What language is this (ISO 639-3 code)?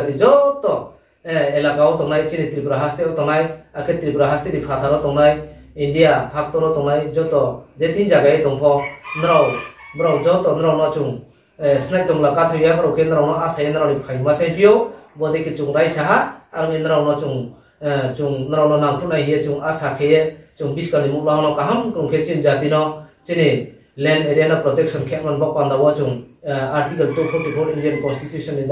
ria